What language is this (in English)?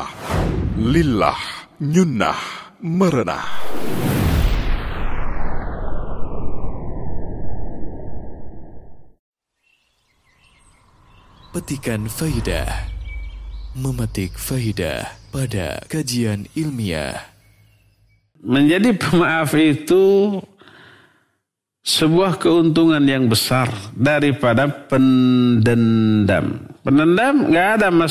Indonesian